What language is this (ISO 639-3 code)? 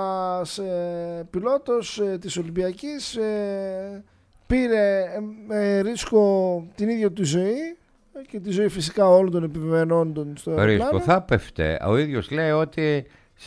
ell